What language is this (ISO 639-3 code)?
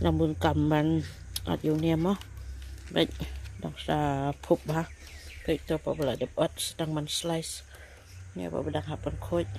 kha